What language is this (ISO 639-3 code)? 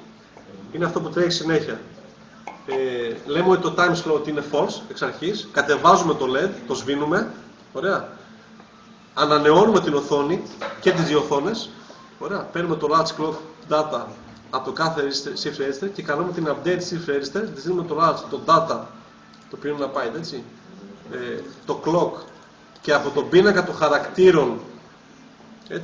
ell